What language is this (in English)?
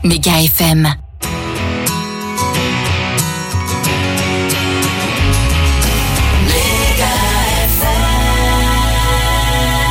French